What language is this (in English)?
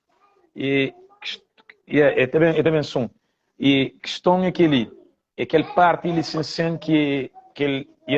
Kabuverdianu